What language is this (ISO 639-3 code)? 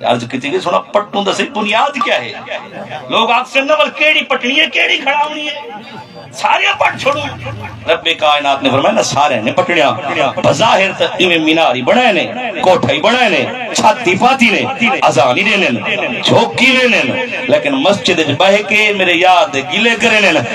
skr